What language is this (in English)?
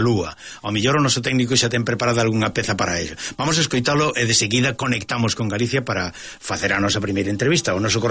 Galician